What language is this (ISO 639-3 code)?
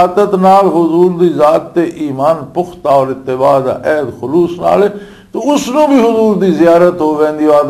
lah